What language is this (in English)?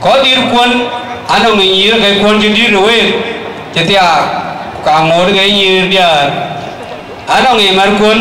Dinka